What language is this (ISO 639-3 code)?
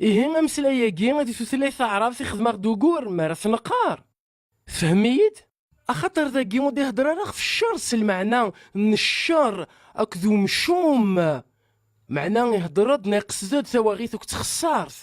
kab